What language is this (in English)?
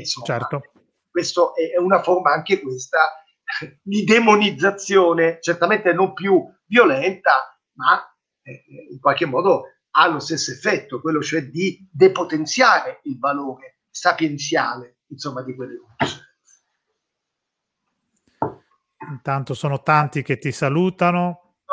Italian